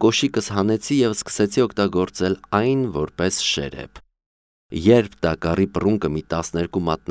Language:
Armenian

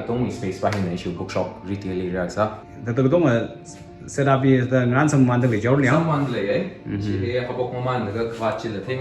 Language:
Tangkhul Naga (India)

